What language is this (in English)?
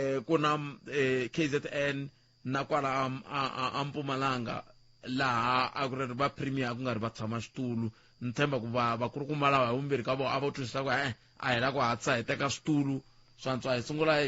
Tsonga